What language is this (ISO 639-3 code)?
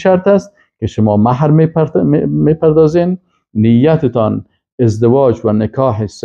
fas